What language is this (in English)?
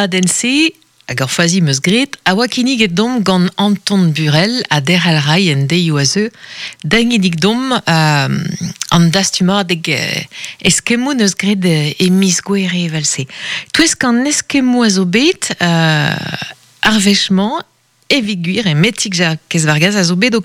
Breton